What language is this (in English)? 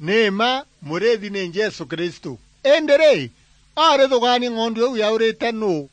Meru